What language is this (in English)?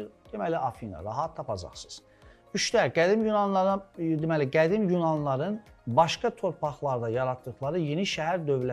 Azerbaijani